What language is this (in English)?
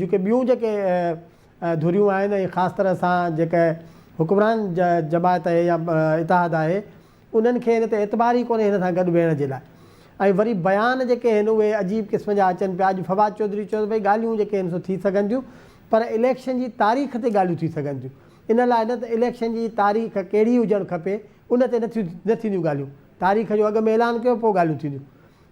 Sindhi